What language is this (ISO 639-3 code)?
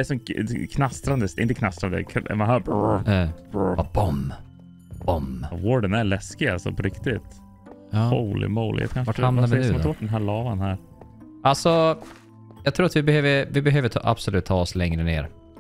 swe